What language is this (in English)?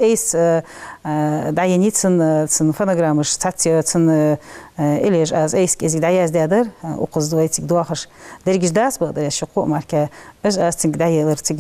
Ingush